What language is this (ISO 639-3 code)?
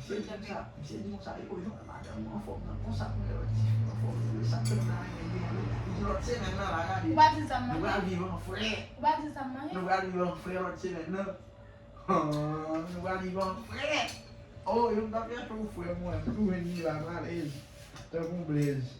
hat